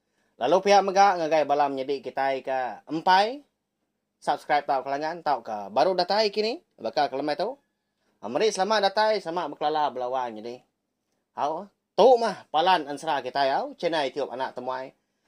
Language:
Iban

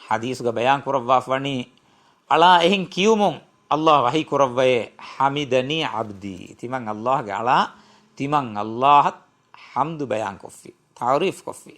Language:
Divehi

